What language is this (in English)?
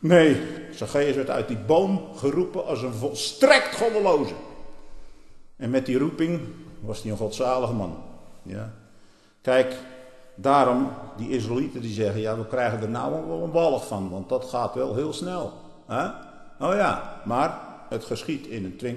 Dutch